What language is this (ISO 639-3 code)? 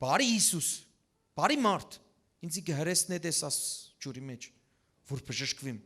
hyw